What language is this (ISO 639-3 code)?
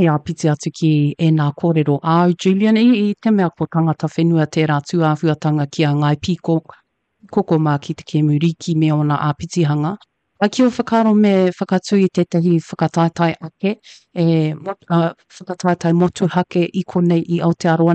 mri